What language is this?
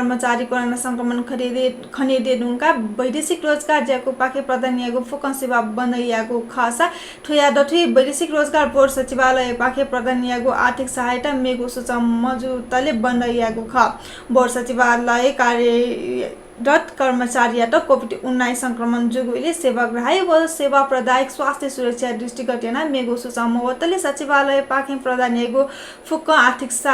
Newari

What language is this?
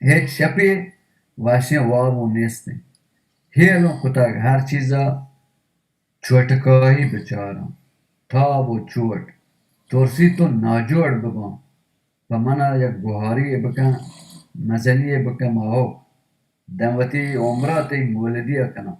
Baluchi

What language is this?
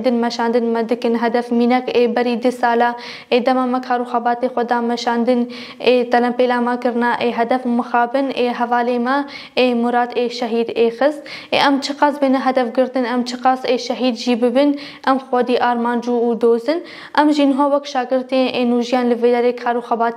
Kurdish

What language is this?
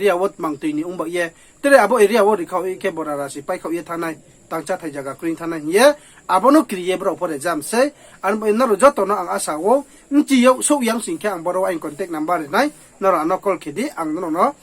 Riang (India)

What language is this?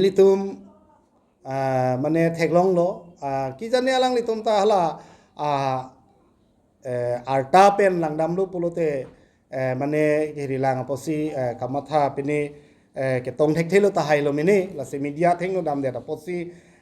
Karbi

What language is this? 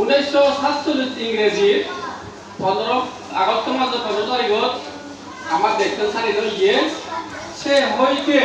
Chakma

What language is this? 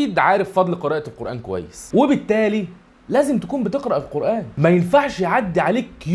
Egyptian Arabic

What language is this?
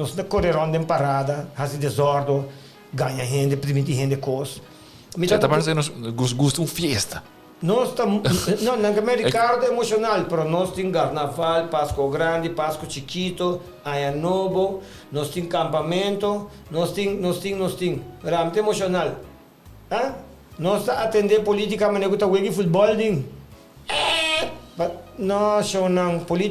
Papiamento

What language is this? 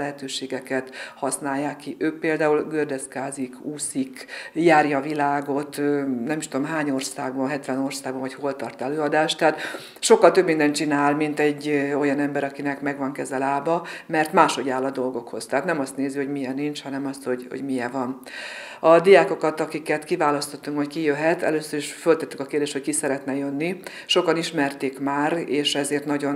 Hungarian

